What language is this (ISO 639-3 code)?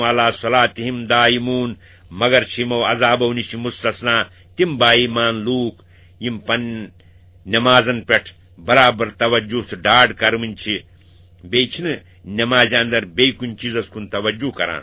kas